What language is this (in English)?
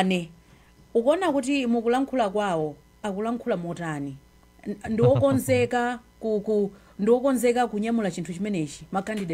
Nyanja